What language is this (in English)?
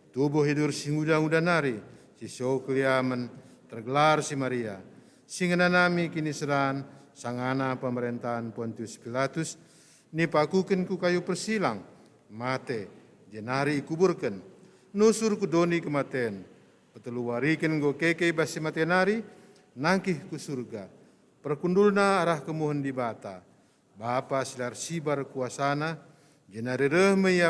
Batak Karo